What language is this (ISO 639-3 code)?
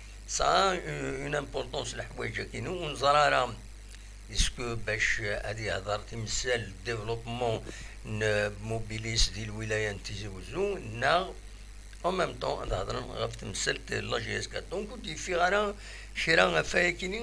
kab